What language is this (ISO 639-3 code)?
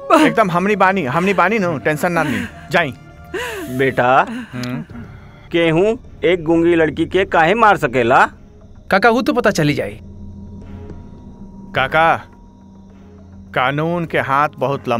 bho